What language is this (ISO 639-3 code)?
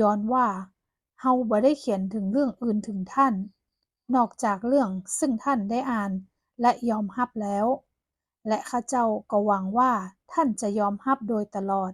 nod